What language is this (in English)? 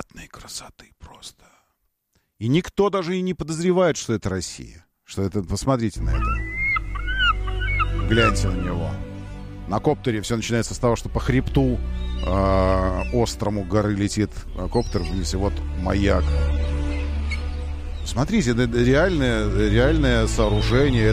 Russian